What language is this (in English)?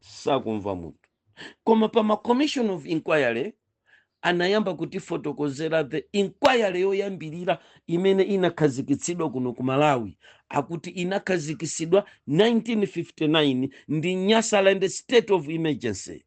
Nyanja